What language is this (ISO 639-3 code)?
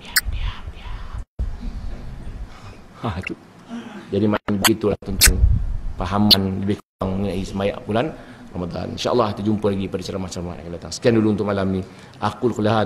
msa